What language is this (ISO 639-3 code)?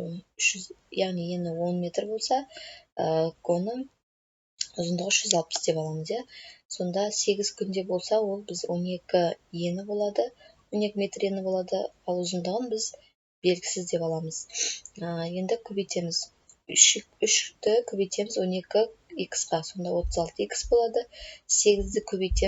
kaz